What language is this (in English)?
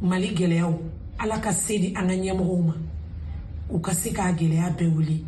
Bambara